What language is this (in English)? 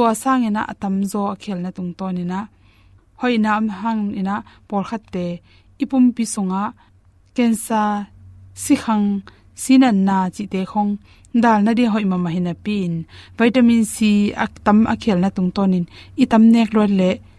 Tedim Chin